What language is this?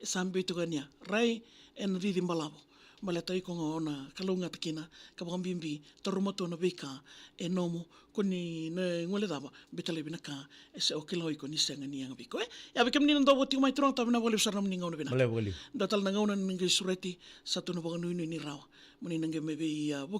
Fijian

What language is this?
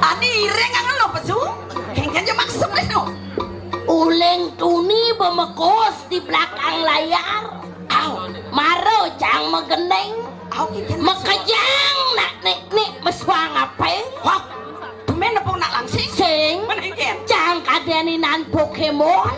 Balinese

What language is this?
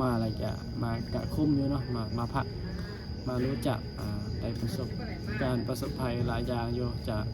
Northeastern Thai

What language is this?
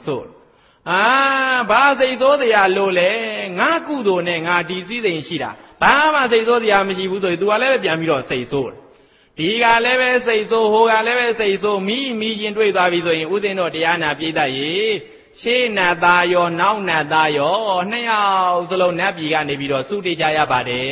Burmese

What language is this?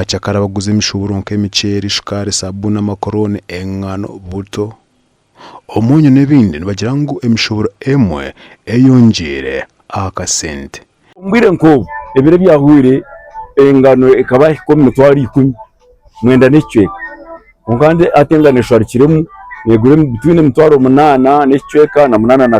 Nyankole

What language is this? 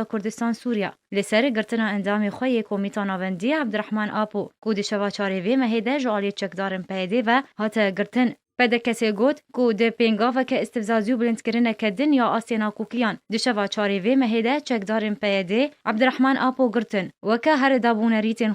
Kurdish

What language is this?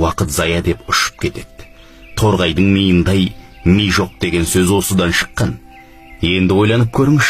Kazakh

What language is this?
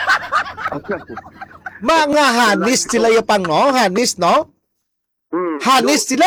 Filipino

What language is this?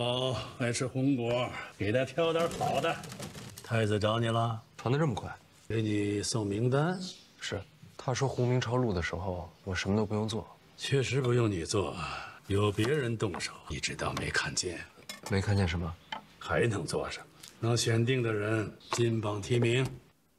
Chinese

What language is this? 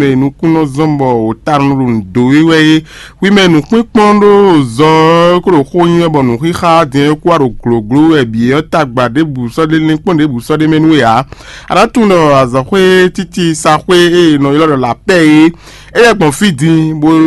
Fon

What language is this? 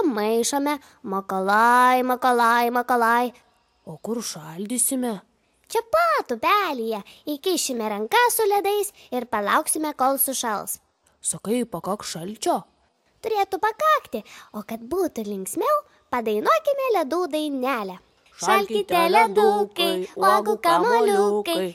Lithuanian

